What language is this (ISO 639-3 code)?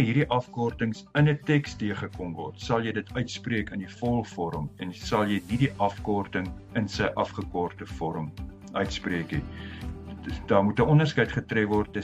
afr